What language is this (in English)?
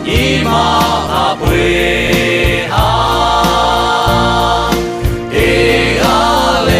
Lahu